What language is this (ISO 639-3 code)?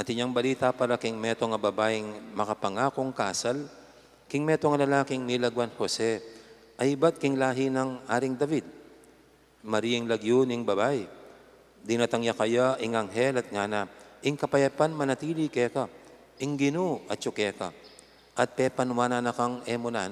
pam